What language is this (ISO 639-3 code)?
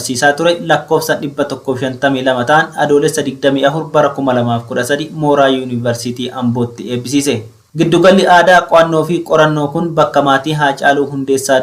orm